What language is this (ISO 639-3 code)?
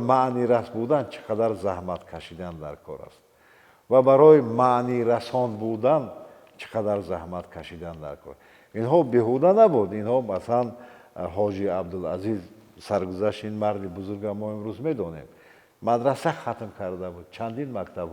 tgk